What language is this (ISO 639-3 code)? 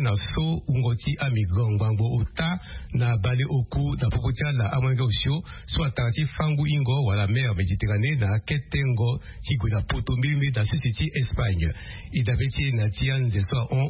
sag